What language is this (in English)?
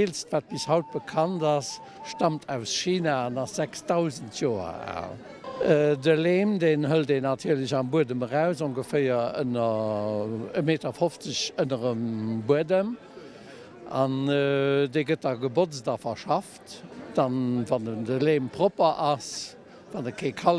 Luxembourgish